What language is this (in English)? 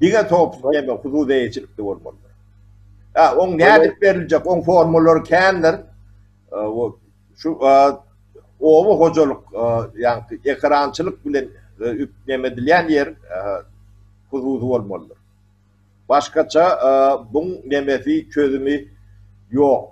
Turkmen